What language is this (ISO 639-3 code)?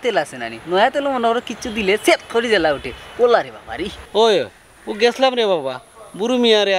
syl